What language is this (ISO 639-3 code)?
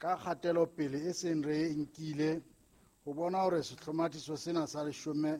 sot